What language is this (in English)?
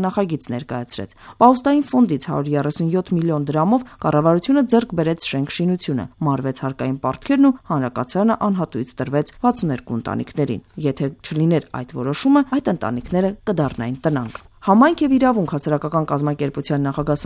Armenian